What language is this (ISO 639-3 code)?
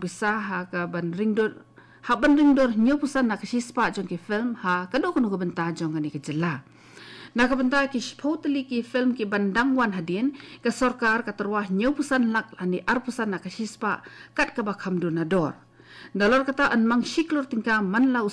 kha